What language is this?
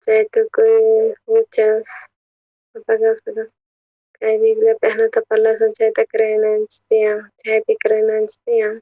South Bolivian Quechua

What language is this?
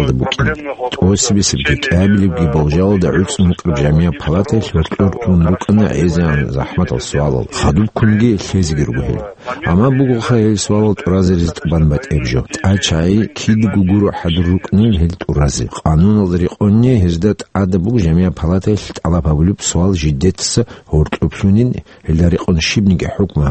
Avaric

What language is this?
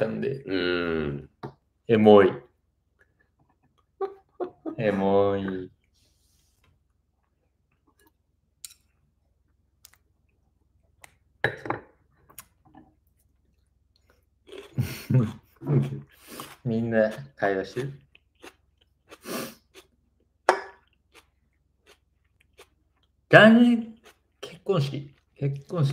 Japanese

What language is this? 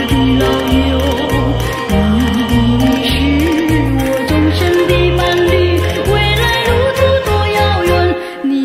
Chinese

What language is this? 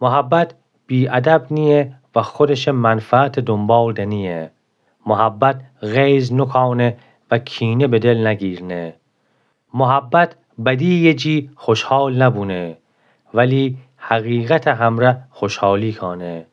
Gilaki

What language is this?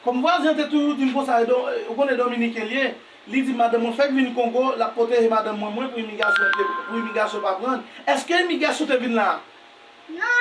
Haitian Creole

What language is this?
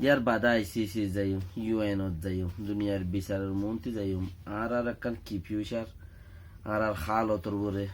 Rohingya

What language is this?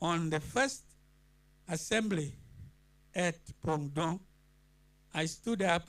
Acoli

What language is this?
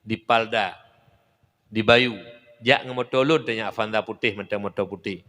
Achinese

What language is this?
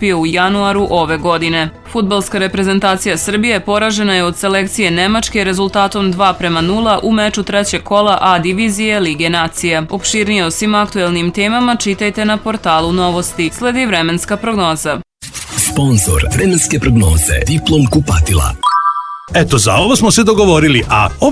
Serbian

